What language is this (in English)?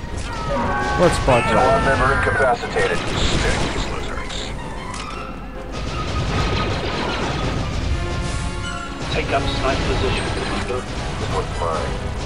English